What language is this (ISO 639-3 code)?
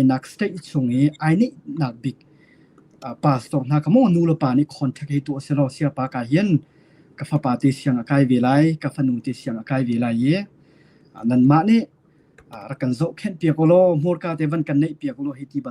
cnh